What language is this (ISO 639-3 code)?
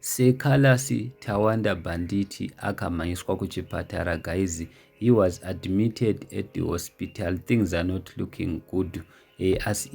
sna